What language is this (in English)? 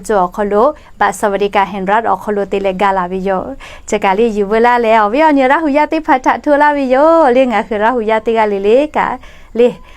Lahu